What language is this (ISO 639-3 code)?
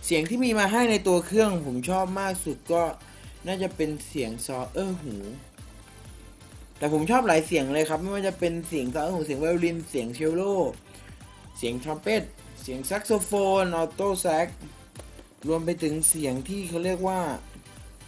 tha